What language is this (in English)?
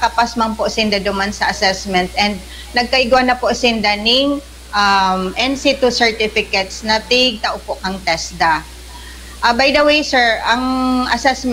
Bikol